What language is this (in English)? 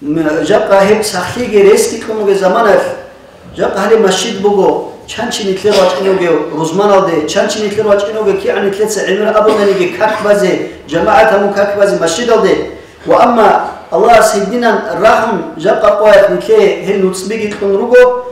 Avaric